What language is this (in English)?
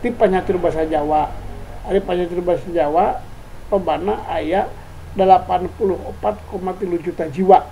Sundanese